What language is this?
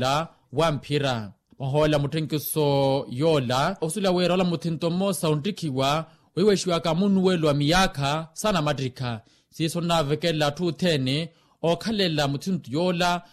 Makhuwa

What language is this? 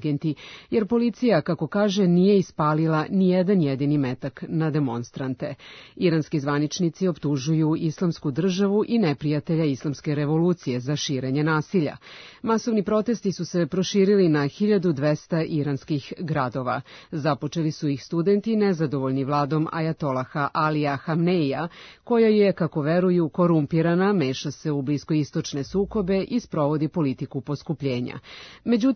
Serbian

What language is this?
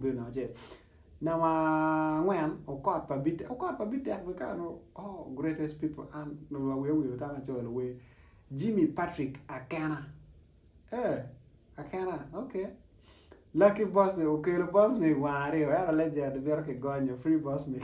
Acoli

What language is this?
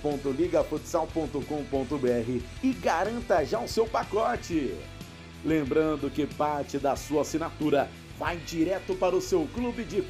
Portuguese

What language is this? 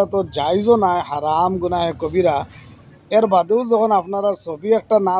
Sylheti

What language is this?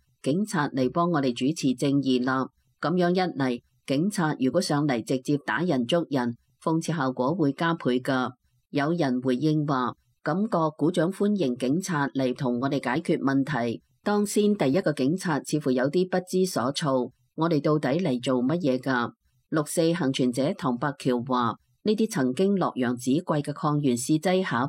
Cantonese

